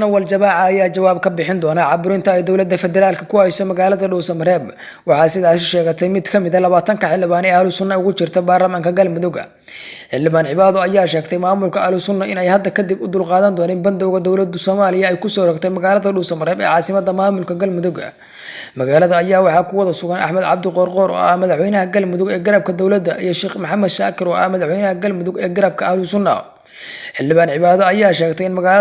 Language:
Somali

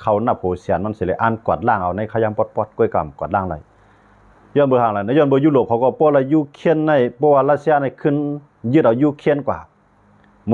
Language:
Shan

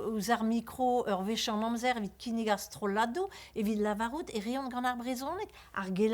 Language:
Breton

